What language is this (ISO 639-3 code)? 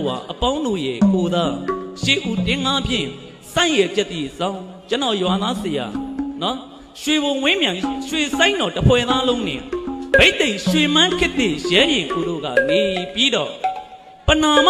mya